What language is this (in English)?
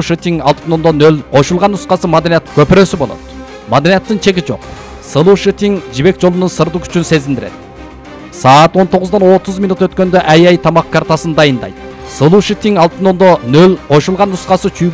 Kyrgyz